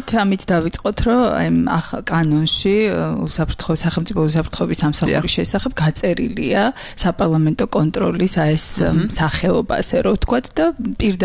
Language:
Georgian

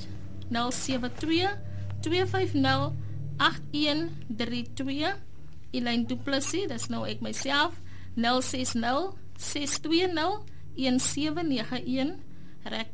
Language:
Afrikaans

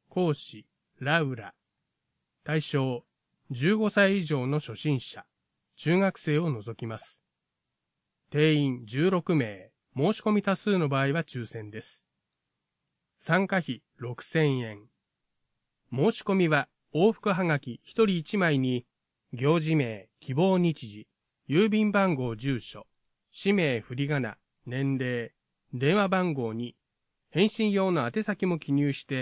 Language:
Japanese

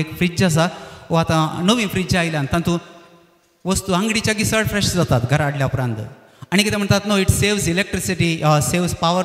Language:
Konkani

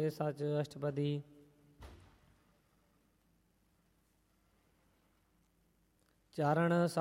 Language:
Punjabi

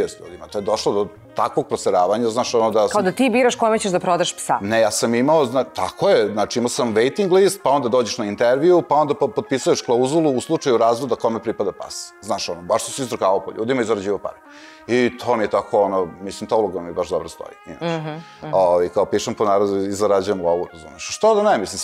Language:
Serbian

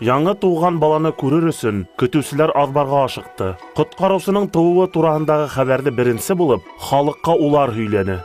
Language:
Bashkir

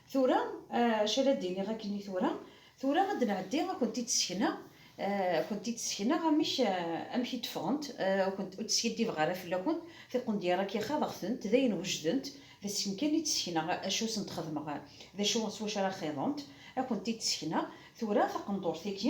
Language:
Kabyle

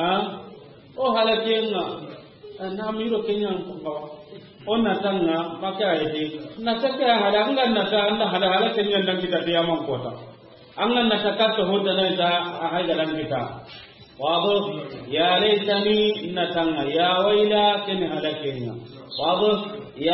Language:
Soninke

